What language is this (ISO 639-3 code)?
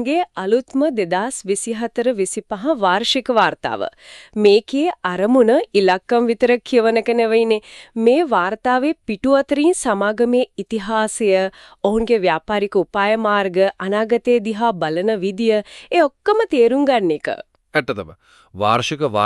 sin